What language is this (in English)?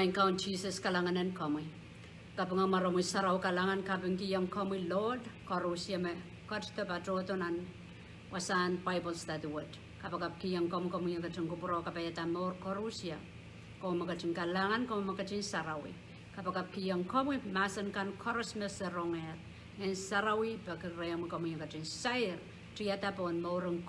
Pohnpeian